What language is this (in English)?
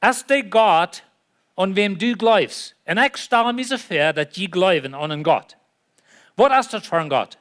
Plautdietsch